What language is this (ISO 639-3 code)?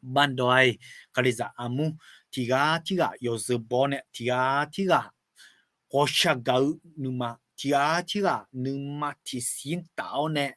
ahk